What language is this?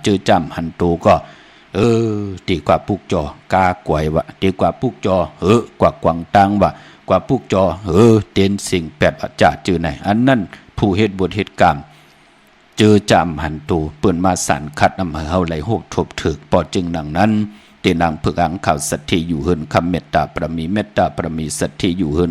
Shan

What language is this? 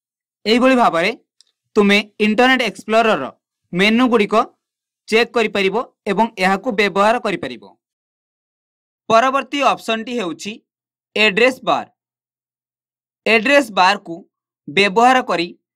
Odia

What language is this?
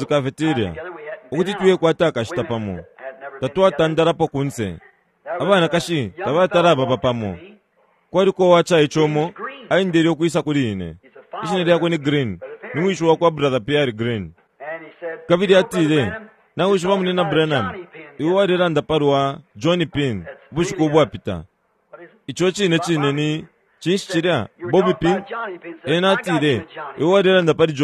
Bemba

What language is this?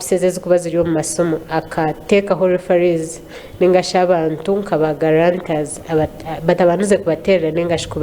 Nyankole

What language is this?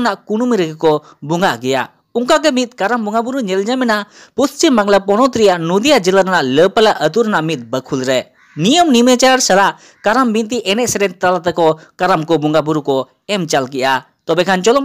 Santali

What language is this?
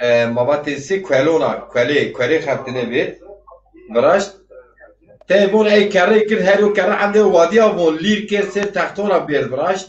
Zaza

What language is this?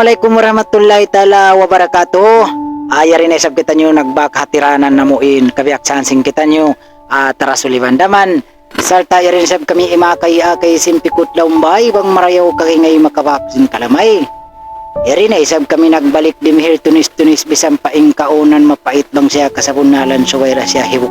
Tausug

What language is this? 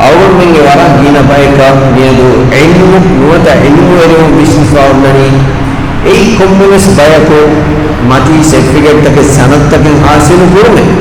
Divehi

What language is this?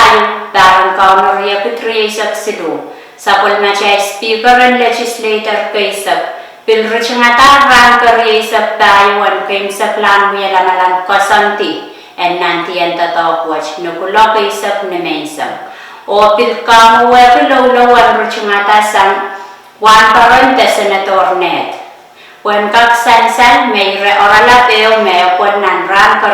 Pohnpeian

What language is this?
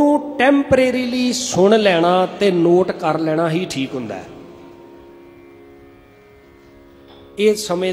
Punjabi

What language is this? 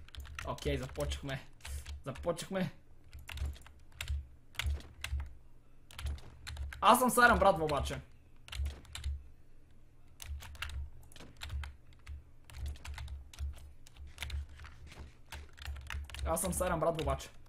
Bulgarian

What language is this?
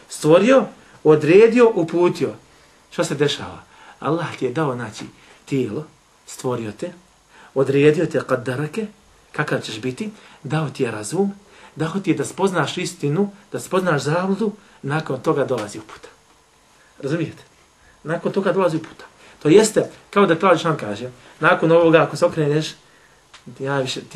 Bosnian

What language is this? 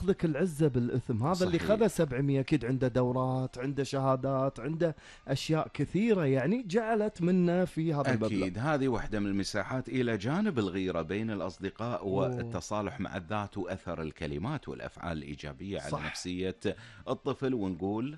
Gulf Arabic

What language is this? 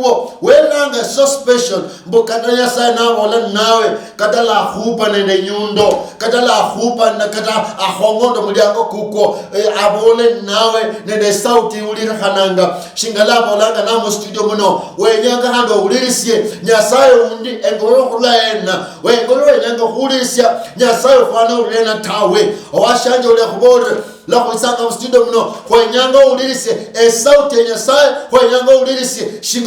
Luyia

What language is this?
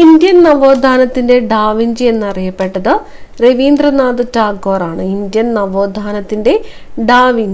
Malayalam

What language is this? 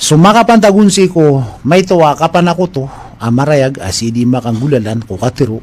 Maranao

